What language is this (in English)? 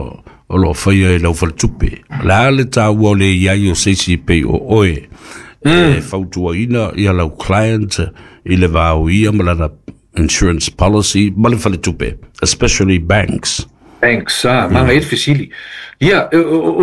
Samoan